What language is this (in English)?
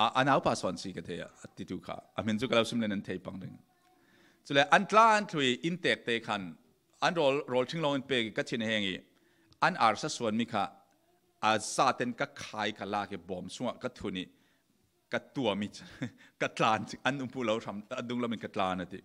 Falam Chin